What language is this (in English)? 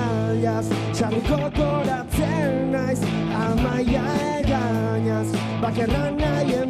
Basque